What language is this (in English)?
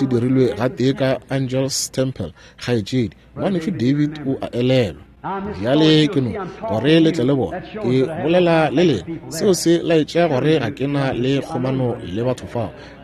Northern Sotho